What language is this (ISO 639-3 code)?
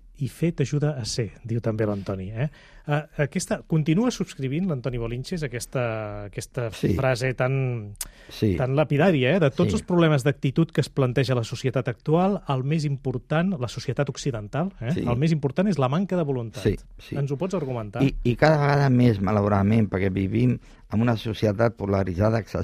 cat